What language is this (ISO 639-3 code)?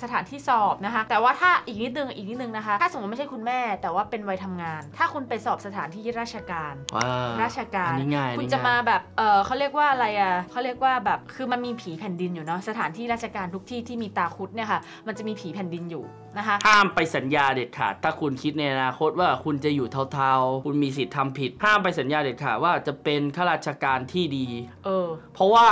tha